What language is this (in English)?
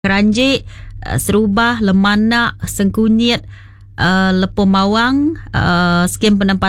Iban